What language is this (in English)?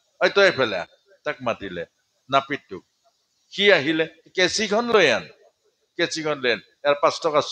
Assamese